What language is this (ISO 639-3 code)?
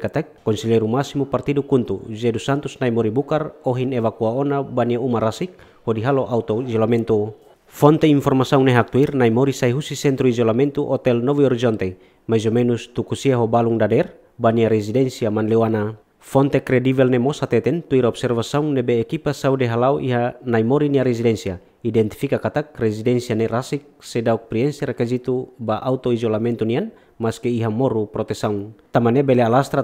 tet